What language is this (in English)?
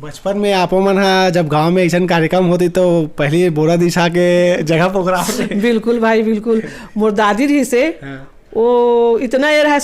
Chhattisgarhi